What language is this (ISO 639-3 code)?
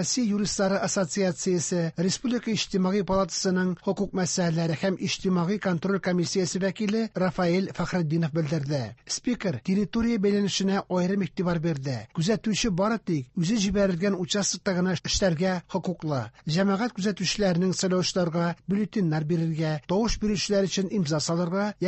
tat